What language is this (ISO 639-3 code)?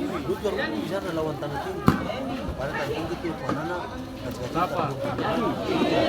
abs